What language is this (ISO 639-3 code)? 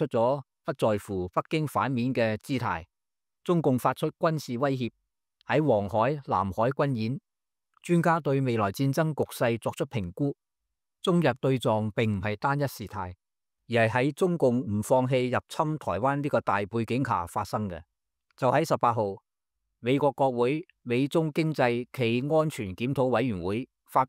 yue